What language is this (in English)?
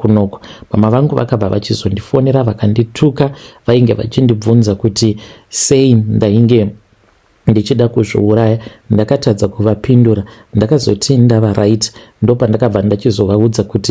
Shona